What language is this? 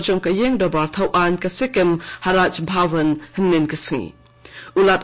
Khasi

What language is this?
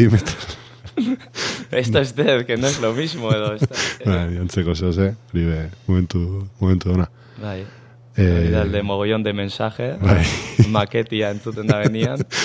Basque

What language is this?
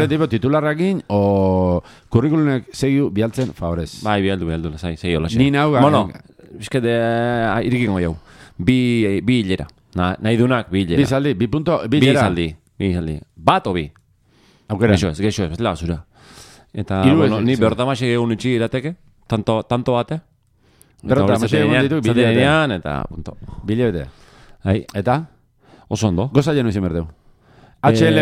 Basque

